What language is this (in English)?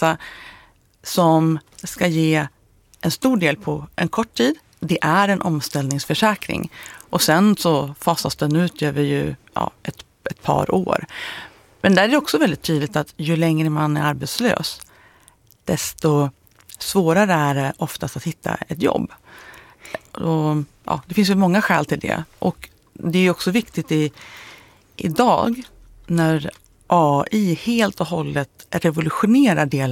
Swedish